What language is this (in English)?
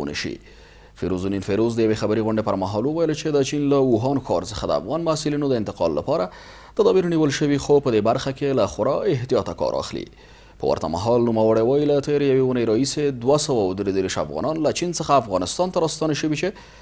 Pashto